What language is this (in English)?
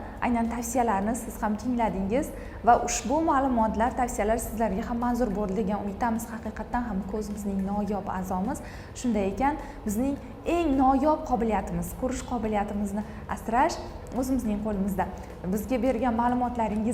Uzbek